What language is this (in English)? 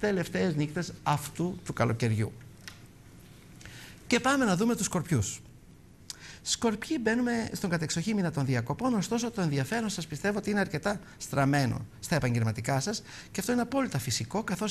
Greek